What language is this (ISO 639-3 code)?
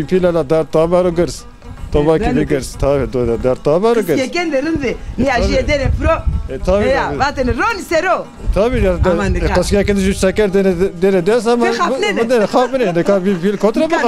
zza